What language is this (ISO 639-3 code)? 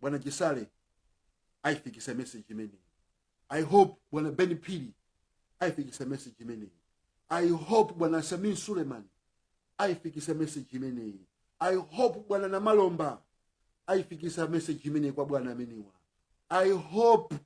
nya